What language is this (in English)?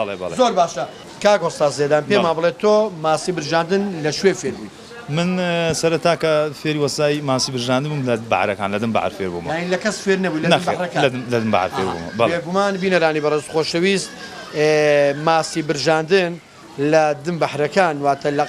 Central Kurdish